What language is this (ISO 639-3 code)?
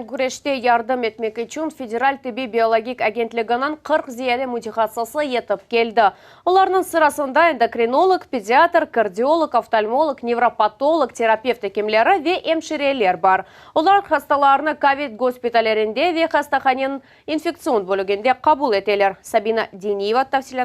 crh